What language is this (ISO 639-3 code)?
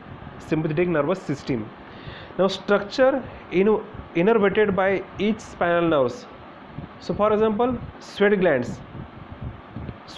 eng